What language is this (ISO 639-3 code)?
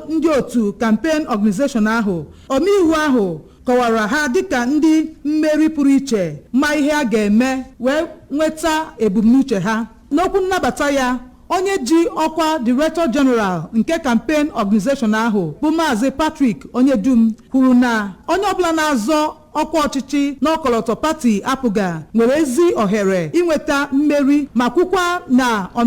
ibo